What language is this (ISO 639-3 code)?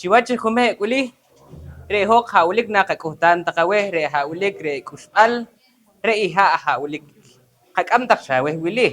poh